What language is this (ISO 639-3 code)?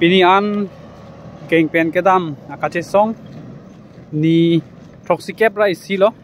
mjw